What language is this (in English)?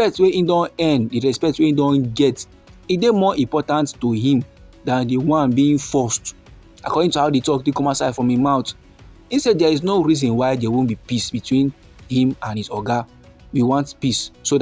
Nigerian Pidgin